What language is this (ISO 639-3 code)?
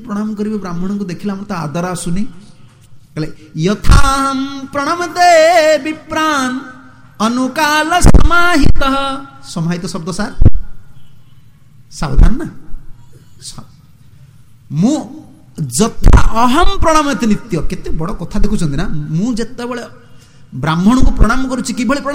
ori